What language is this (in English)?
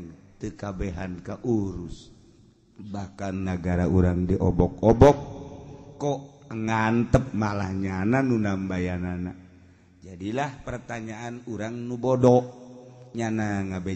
Sundanese